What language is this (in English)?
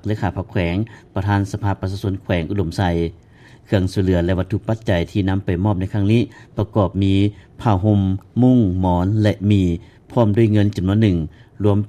Lao